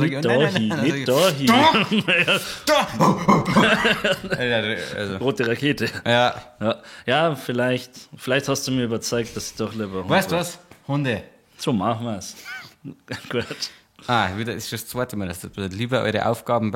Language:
Bavarian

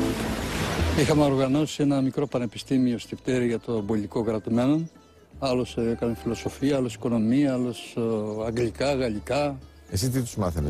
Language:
Greek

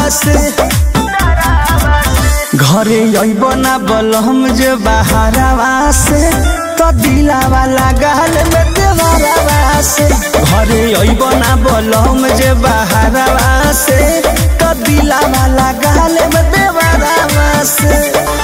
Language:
Bhojpuri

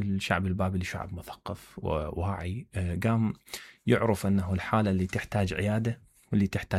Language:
Mesopotamian Arabic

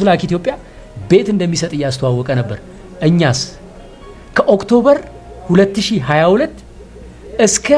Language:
Amharic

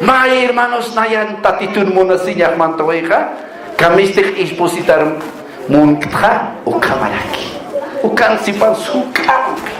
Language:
Aymara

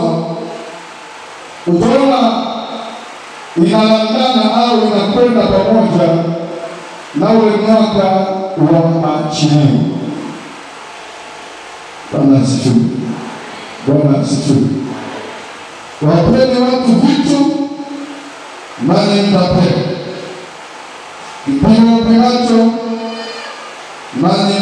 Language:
Swahili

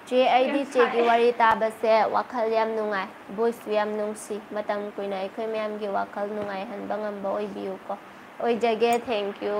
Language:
Manipuri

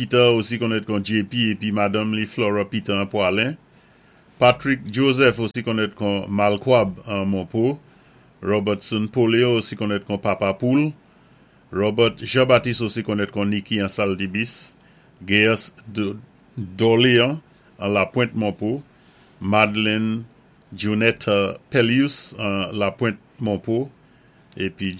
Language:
Saint Lucian Creole French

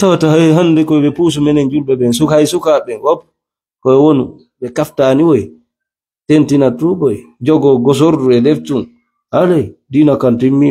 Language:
Fula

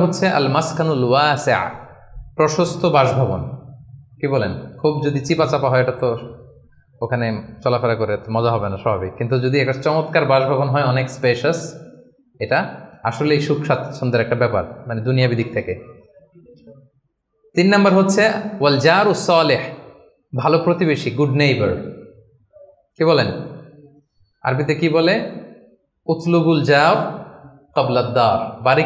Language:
Bangla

